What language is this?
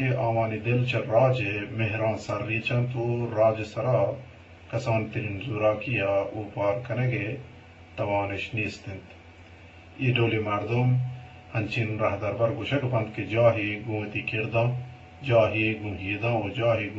Eastern Balochi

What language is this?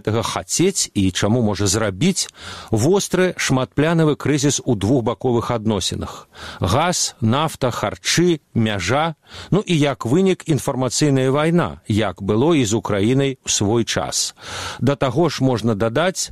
Belarusian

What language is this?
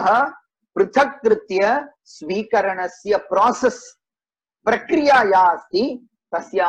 Sanskrit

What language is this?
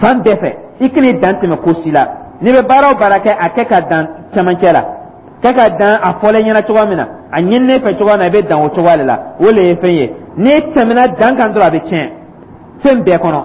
Dyula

